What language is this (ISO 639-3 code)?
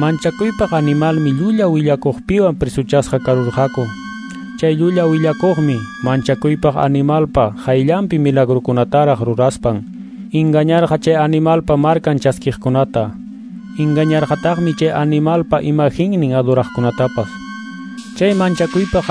que